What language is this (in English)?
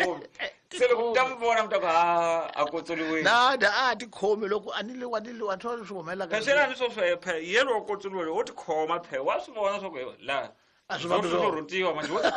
Tsonga